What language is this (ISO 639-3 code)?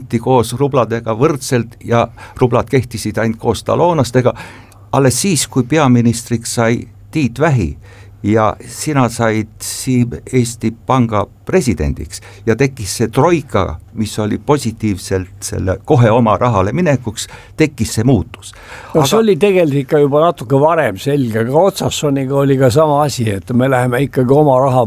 est